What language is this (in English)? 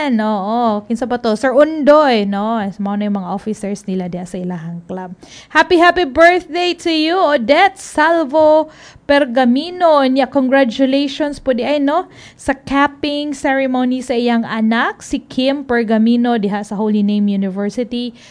Cebuano